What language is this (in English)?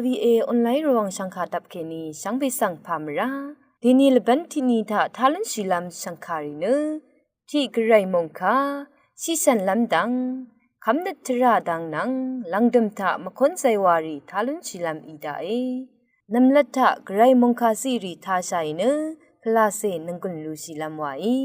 Rawang